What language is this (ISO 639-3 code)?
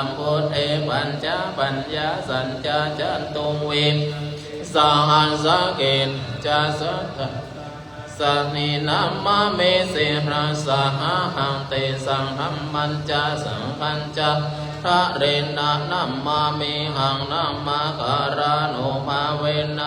pli